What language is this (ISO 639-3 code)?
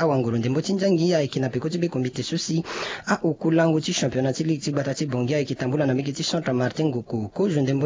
sag